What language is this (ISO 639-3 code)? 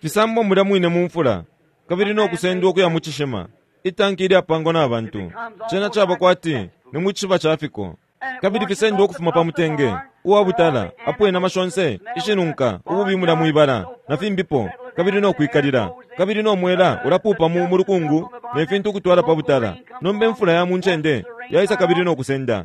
bem